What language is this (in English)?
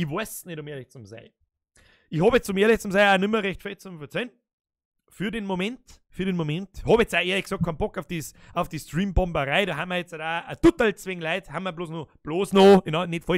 Bavarian